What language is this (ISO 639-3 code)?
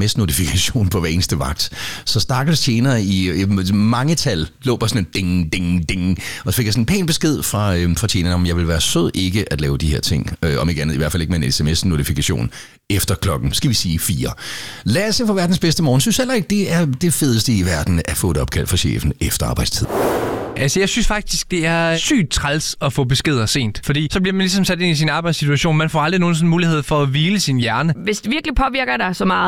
dan